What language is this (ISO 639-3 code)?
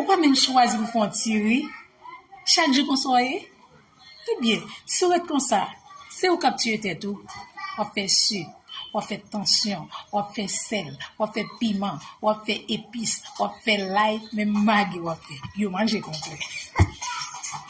hat